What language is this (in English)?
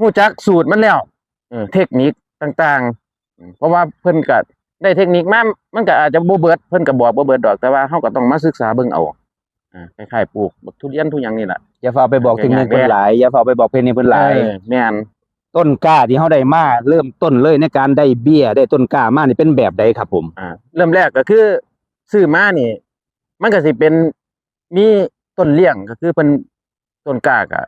Northeastern Thai